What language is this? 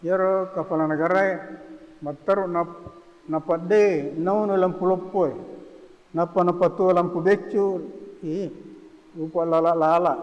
Buginese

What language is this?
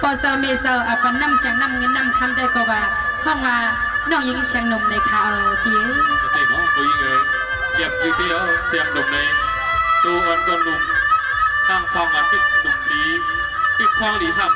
Shan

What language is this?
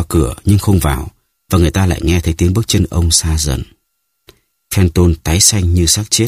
Vietnamese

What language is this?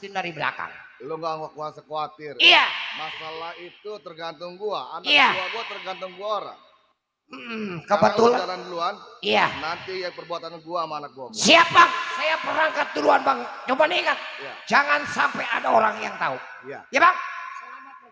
Betawi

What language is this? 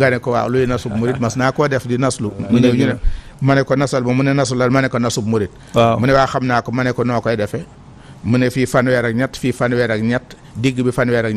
Wolof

